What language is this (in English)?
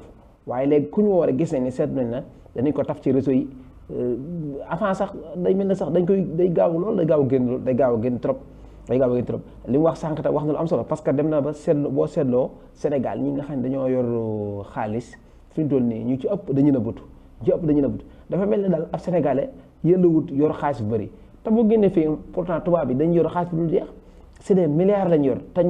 Wolof